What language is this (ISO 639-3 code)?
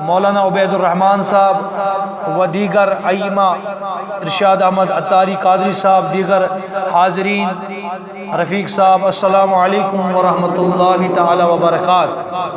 kas